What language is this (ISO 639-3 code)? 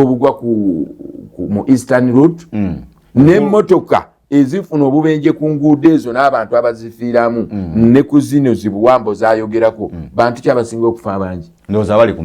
lug